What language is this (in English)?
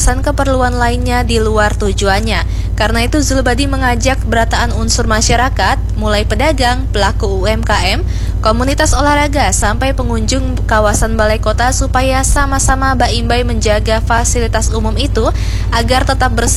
Banjar